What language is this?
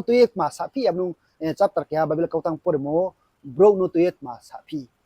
Riang (India)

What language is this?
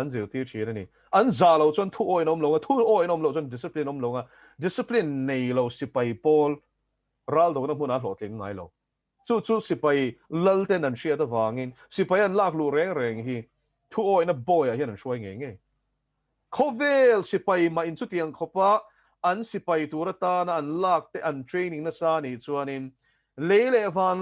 Mizo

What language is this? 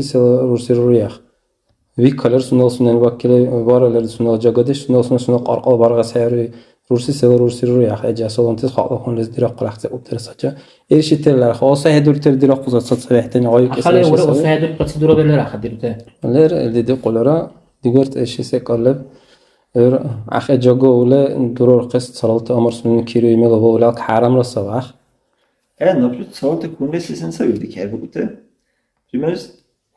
Dargwa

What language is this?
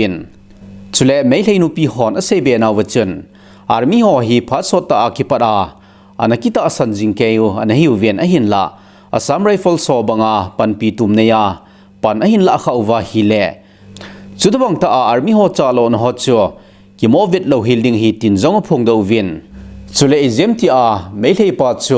Thado Chin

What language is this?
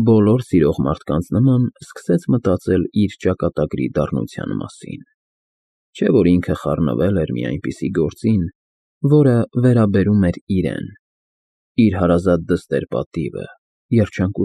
Armenian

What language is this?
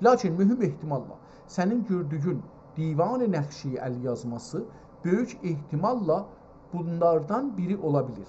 South Azerbaijani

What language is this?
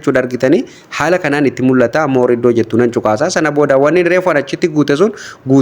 Oromo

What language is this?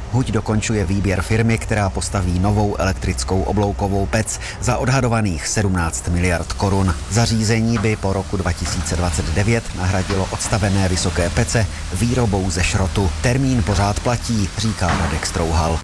Czech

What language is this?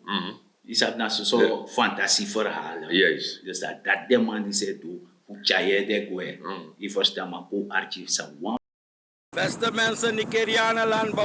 Sranan Tongo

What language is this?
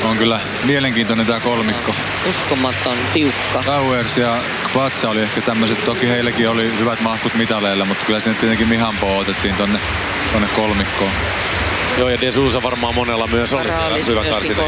Finnish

